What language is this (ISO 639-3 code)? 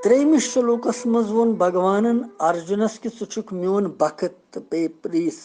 kas